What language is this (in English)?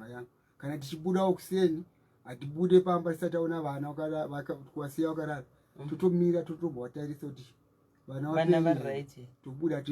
Shona